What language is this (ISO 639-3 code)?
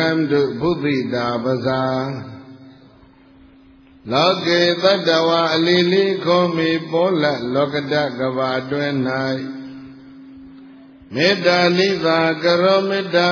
mya